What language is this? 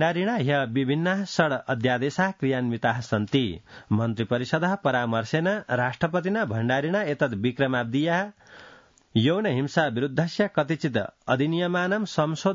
Sanskrit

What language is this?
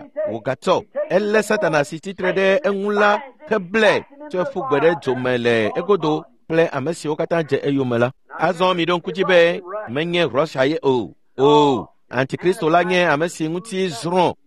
Ewe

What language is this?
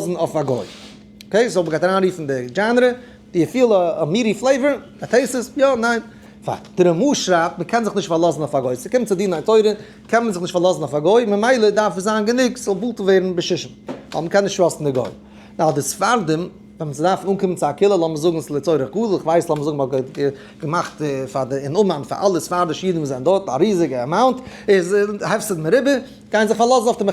Yiddish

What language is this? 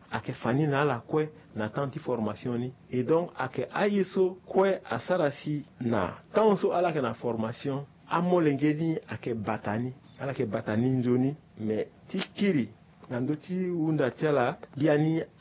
Sango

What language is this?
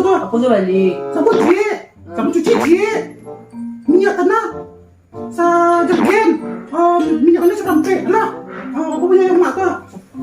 Minangkabau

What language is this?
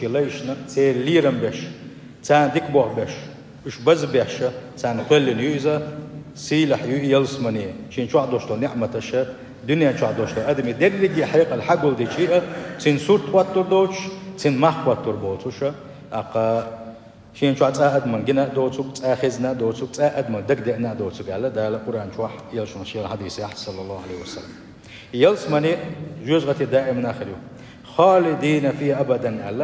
Chechen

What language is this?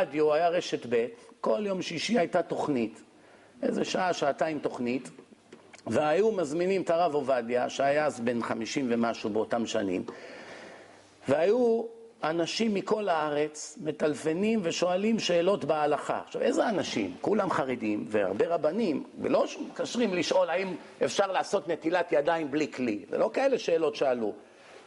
Hebrew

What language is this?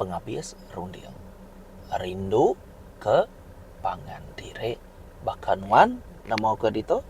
Iban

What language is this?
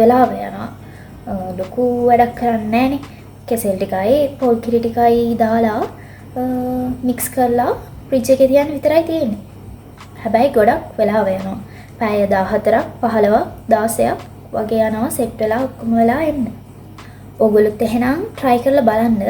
Sinhala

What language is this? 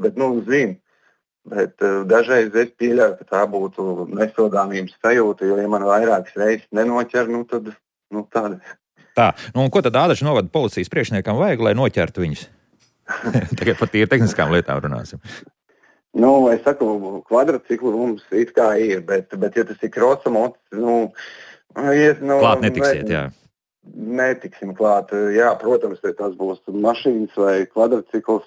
Latvian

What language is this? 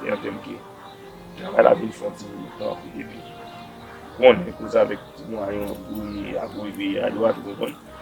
Haitian Creole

